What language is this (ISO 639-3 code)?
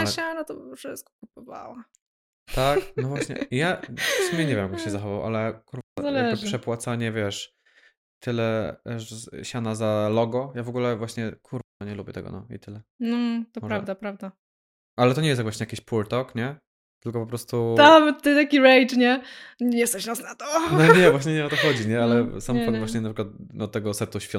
pol